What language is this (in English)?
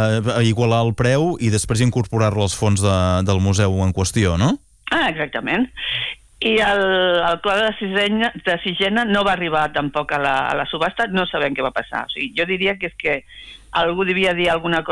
Catalan